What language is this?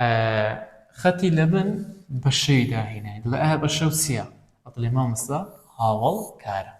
Central Kurdish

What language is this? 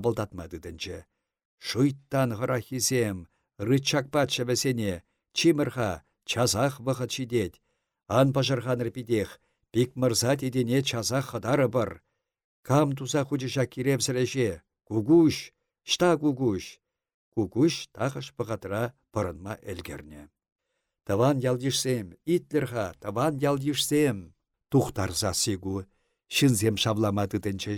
Chuvash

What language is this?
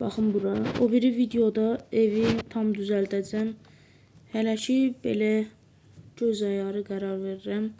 Azerbaijani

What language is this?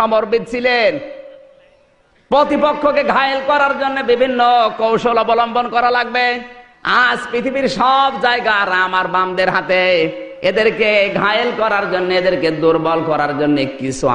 Bangla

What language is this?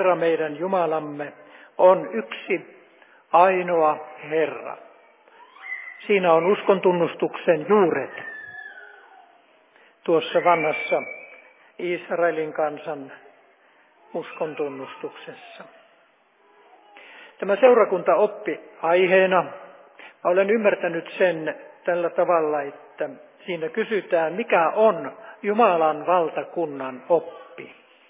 Finnish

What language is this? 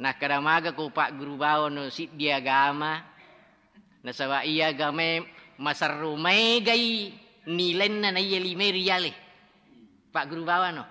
Buginese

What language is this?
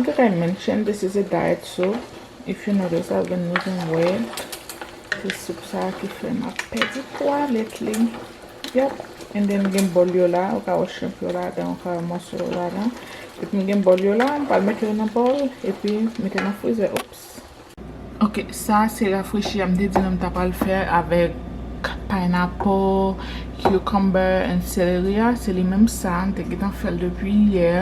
Haitian Creole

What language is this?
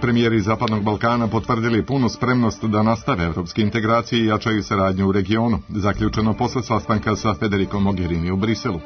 Serbian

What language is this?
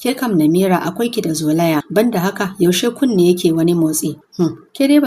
Hausa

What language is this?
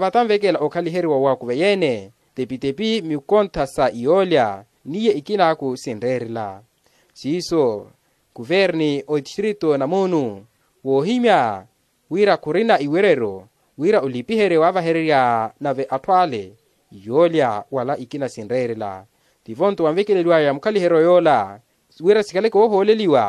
Makhuwa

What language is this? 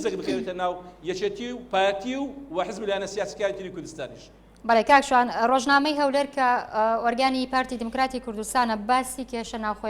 Central Kurdish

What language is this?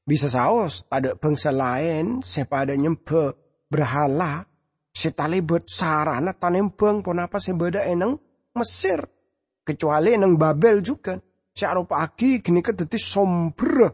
Madurese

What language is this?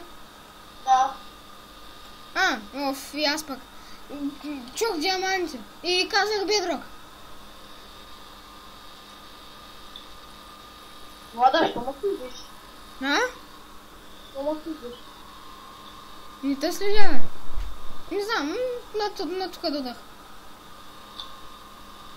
Bulgarian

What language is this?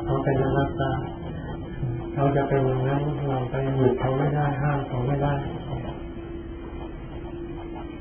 Thai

